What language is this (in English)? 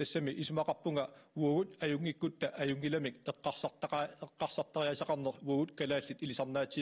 Kalaallisut